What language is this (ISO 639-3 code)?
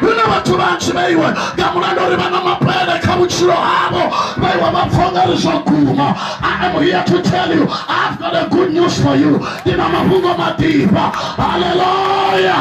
ven